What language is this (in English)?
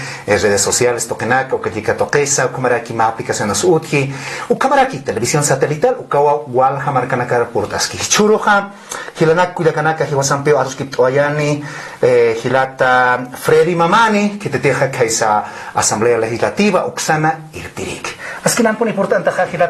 Aymara